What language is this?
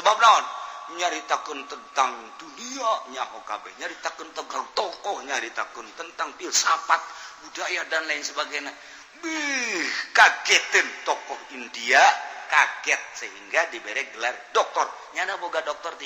Sundanese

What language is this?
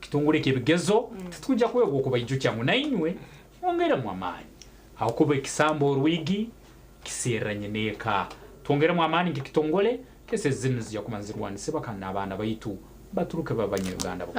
Nyankole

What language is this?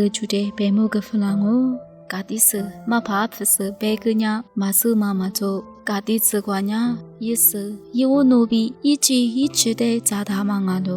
Lisu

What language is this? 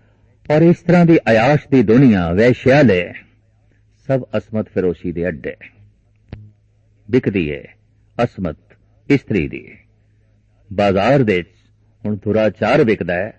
Punjabi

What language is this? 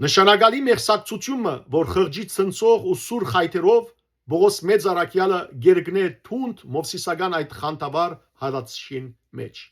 Western Armenian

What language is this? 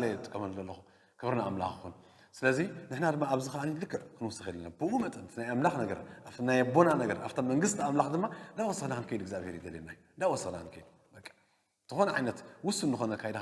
Tigrinya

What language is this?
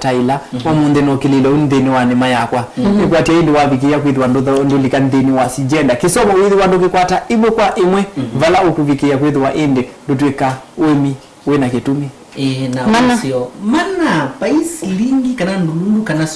Kamba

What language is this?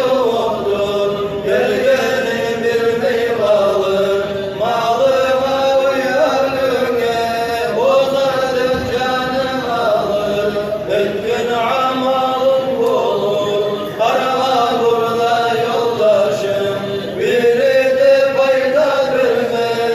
Kumyk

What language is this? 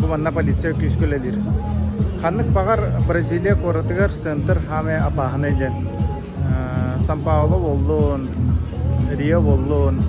Yakut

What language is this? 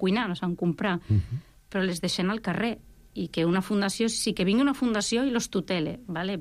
Catalan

